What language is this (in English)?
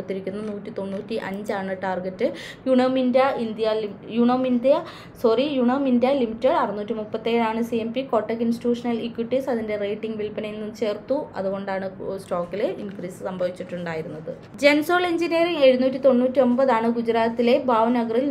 Malayalam